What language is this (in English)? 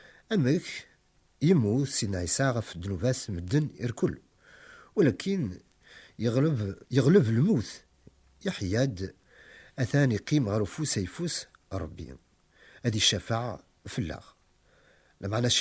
Kabyle